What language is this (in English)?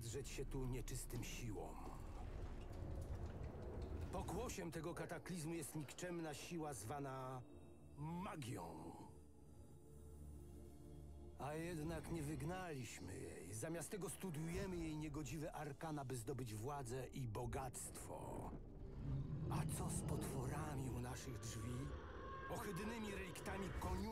Polish